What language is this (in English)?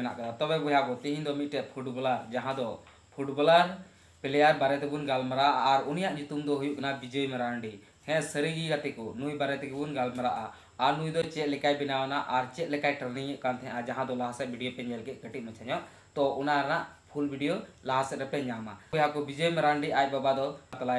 Santali